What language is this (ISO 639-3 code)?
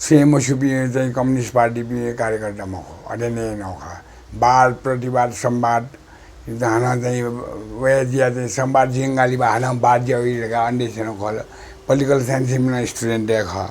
new